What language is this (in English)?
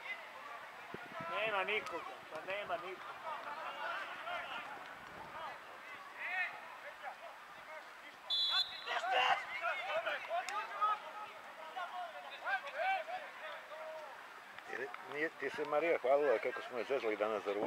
Serbian